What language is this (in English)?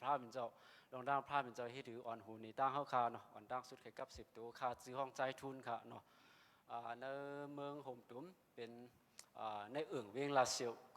Shan